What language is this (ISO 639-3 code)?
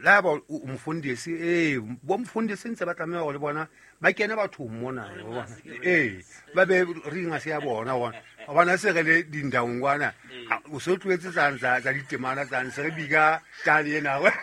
sot